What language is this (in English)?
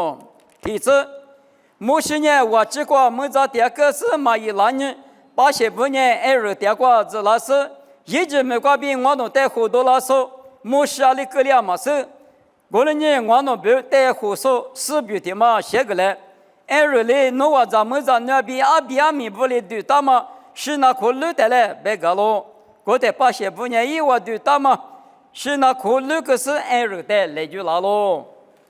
Lisu